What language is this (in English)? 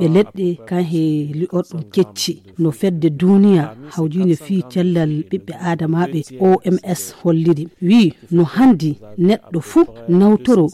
Fula